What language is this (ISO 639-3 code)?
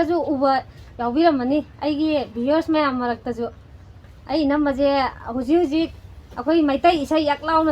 mni